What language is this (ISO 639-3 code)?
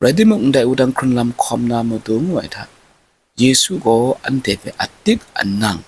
kac